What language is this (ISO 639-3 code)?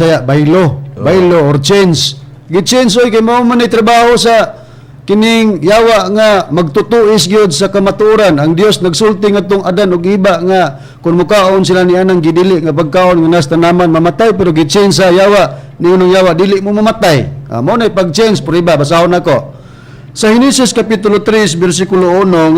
ceb